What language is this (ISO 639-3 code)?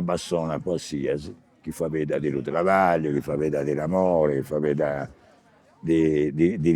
srd